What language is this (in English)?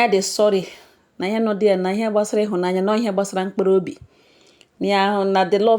Igbo